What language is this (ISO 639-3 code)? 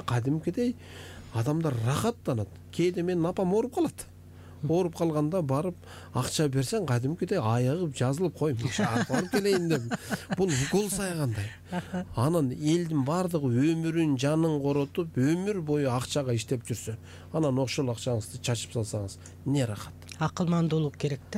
kir